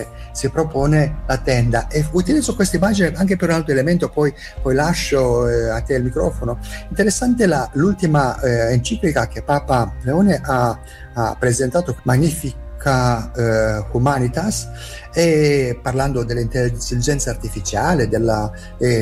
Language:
Italian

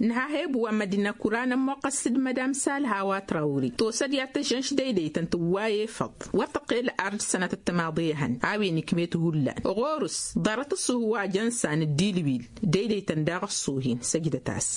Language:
Tamasheq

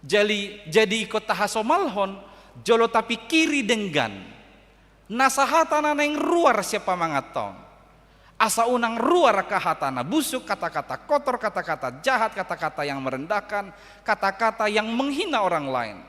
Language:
Batak Toba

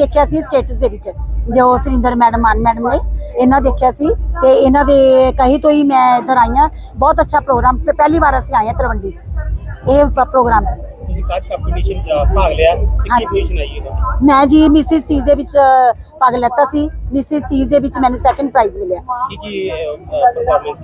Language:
Punjabi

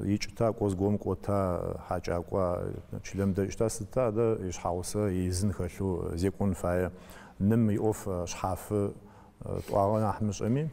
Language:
Adyghe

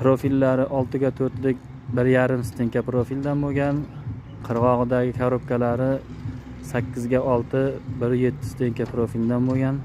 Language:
Uzbek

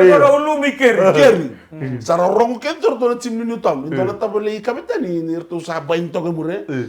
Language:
Fijian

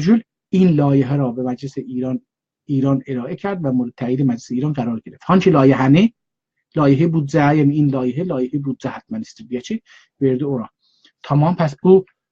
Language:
South Azerbaijani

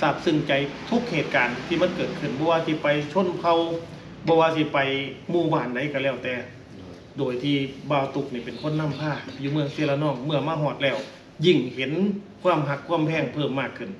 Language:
Northeastern Thai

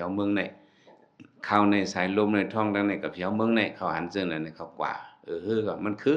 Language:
Shan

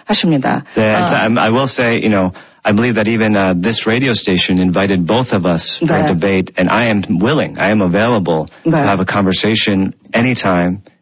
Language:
Korean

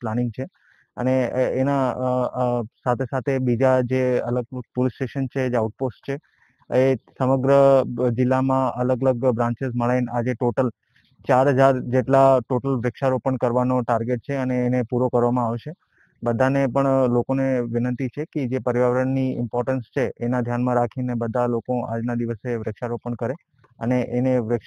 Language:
Gujarati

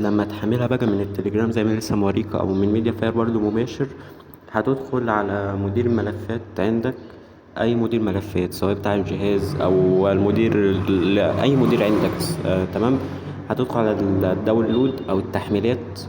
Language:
Egyptian Arabic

